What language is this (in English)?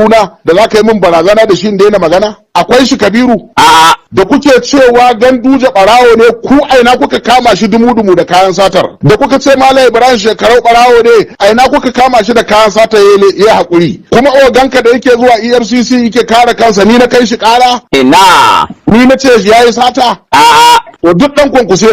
Hausa